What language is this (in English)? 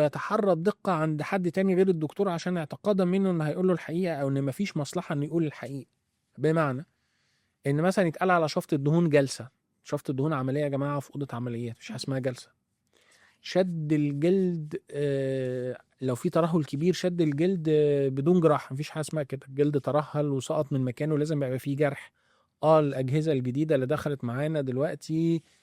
Egyptian Arabic